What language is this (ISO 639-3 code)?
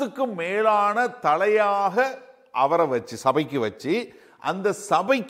tam